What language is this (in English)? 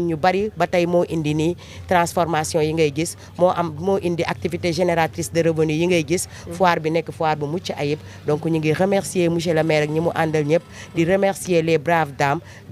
Wolof